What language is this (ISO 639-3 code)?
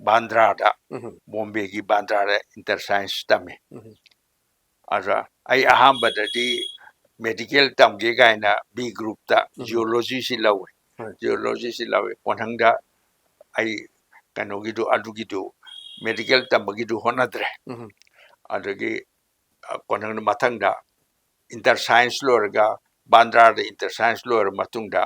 mni